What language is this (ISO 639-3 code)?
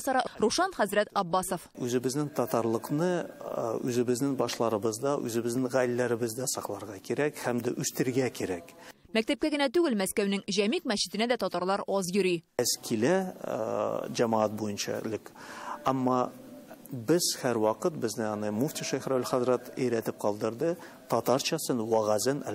tat